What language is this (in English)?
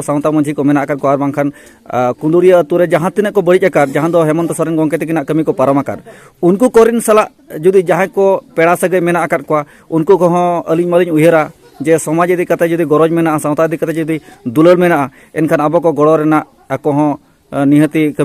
Santali